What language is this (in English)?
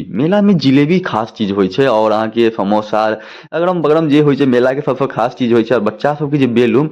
Maithili